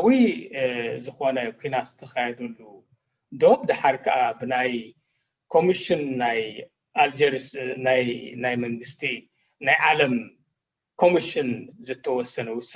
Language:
Tigrinya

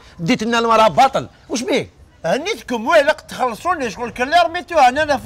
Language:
Algerian Arabic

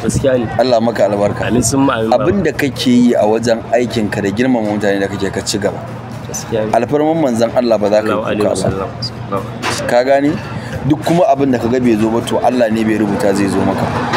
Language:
Hausa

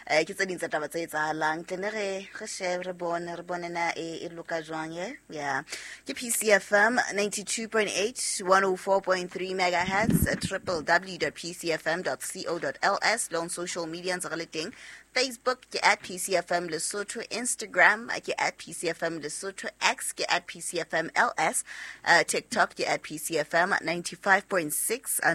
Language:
Southern Sotho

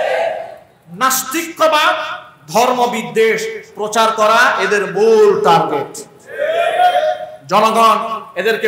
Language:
Bangla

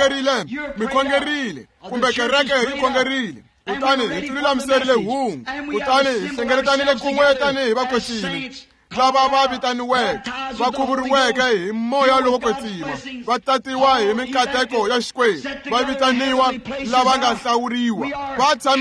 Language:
Tsonga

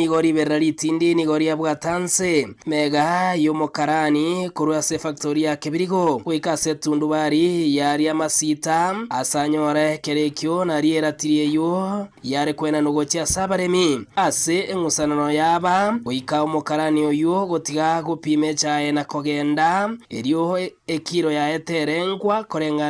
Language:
Gusii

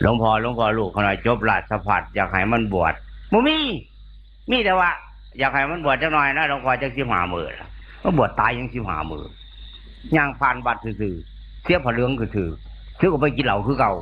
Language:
Northeastern Thai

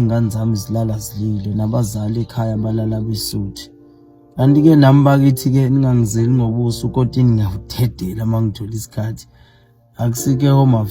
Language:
Zulu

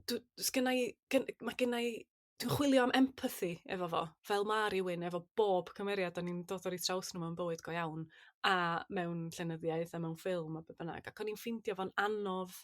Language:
Welsh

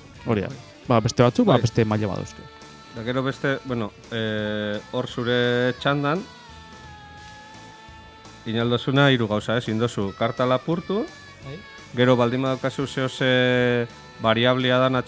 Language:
Basque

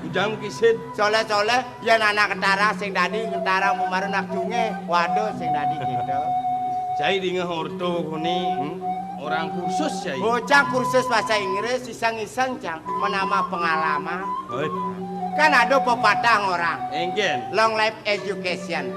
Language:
Balinese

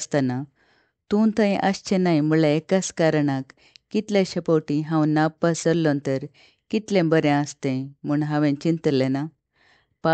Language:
Konkani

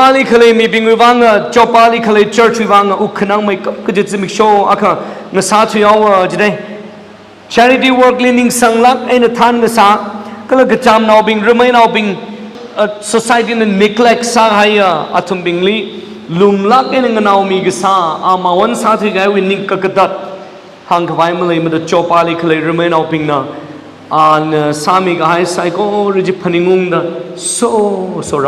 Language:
Tangkhul Naga (India)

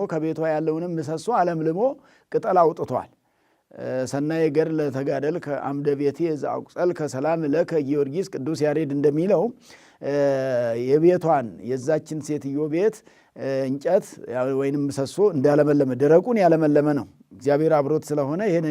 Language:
Amharic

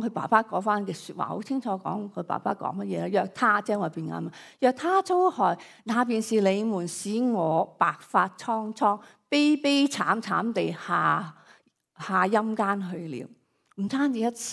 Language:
Cantonese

